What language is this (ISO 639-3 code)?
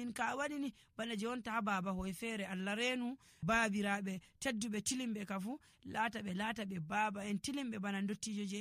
fuv